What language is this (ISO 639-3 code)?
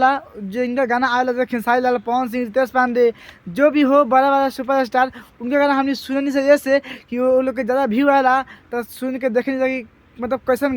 bho